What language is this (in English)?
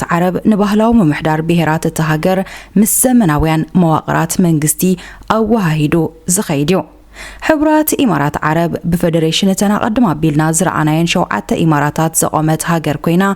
Tigrinya